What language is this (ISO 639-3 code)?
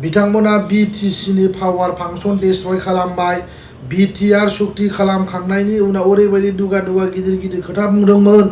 brx